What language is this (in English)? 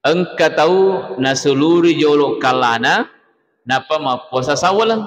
Buginese